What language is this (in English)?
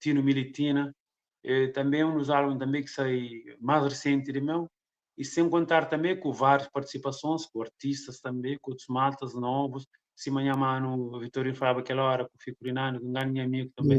Kabuverdianu